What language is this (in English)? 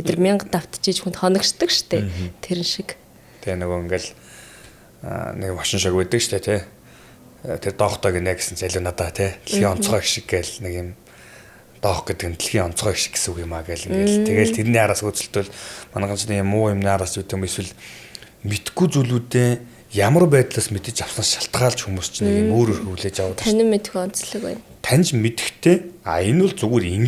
Mongolian